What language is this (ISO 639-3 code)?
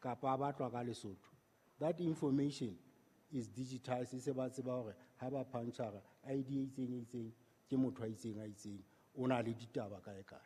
sot